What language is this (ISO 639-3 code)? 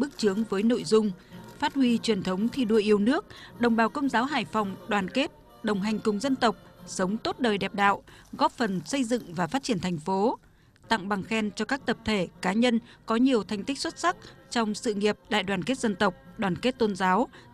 vie